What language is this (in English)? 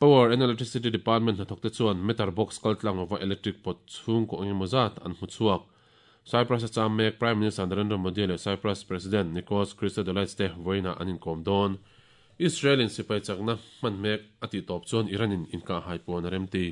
Mizo